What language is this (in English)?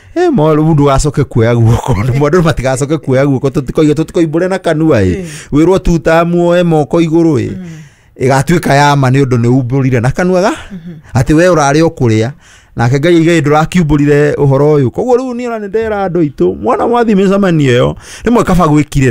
Kikuyu